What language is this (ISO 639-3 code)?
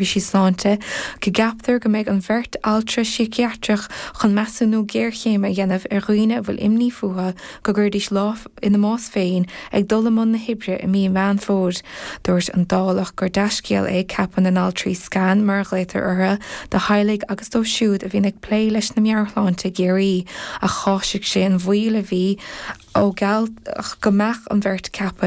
gle